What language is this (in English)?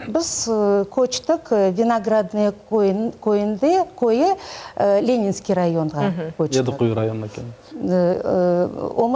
Crimean Tatar